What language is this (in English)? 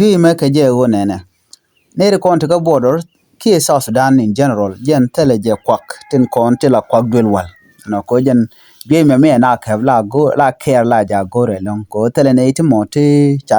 Nuer